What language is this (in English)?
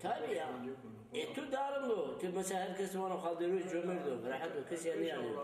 Zaza